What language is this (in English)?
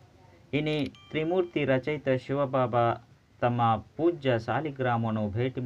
Tulu